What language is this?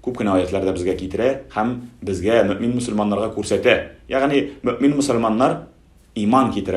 Tatar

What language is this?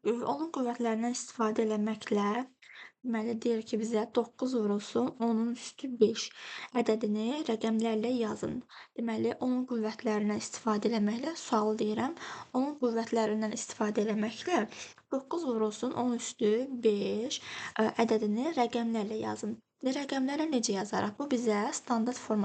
Azerbaijani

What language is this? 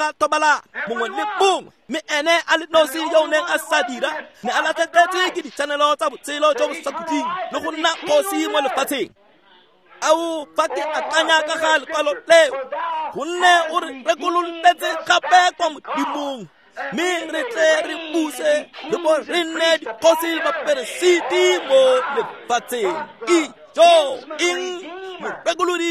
Tswana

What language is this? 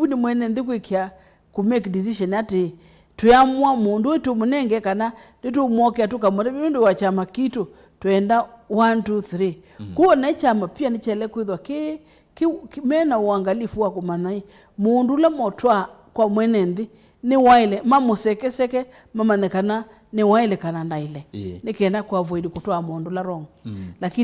Kamba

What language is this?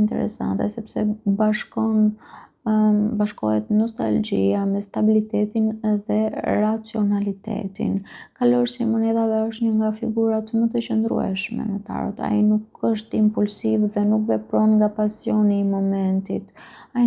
Albanian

